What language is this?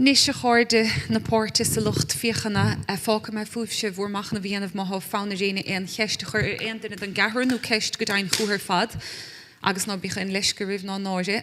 Irish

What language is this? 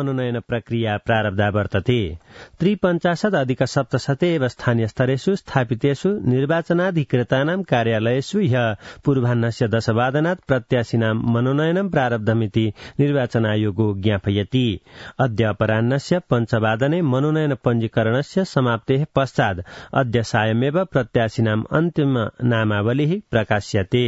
Sanskrit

